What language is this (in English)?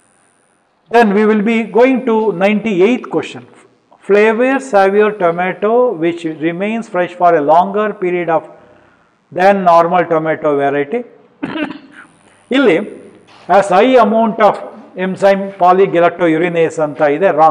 Kannada